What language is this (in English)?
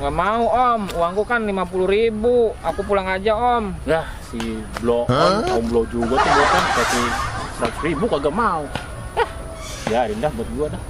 Betawi